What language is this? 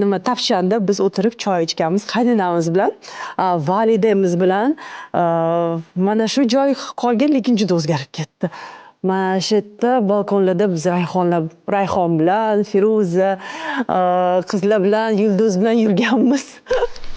Uzbek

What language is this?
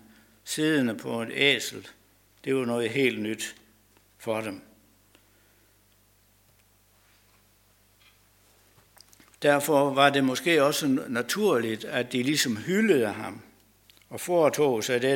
Danish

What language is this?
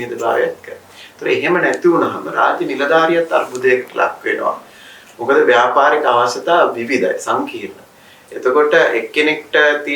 Sinhala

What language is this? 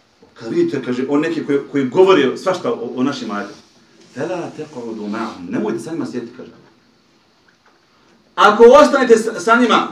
Bosnian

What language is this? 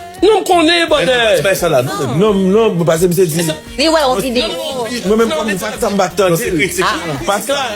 Haitian Creole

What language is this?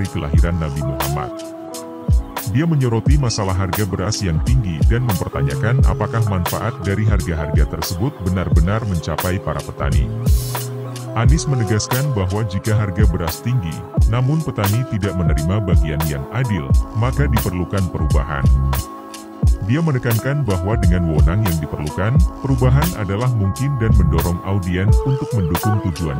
Indonesian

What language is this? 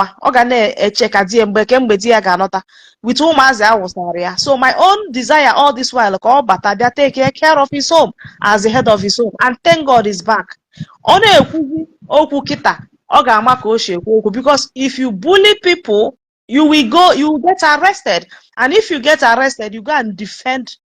Igbo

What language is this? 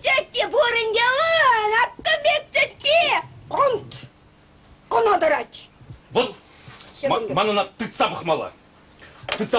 Chuvash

